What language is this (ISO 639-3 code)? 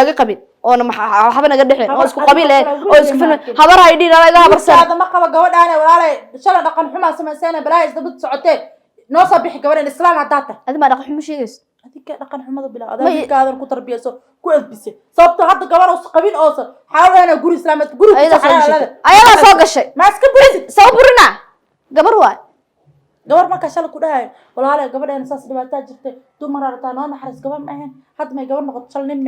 som